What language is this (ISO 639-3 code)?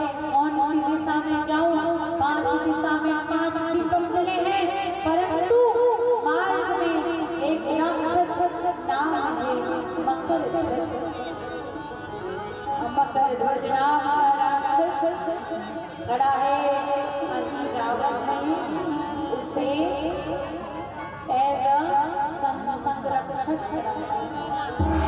hin